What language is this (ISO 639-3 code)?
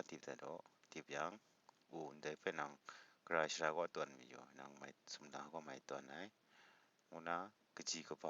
kac